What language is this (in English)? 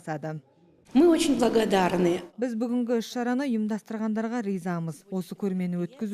Kazakh